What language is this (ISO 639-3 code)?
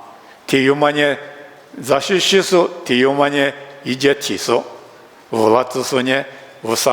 lis